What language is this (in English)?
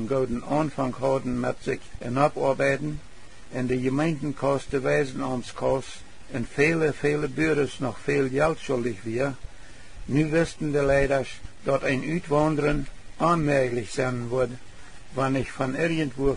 Plautdietsch